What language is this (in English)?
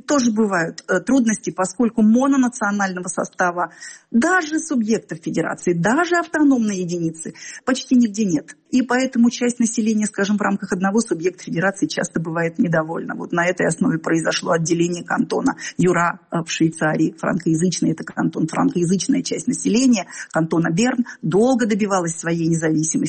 Russian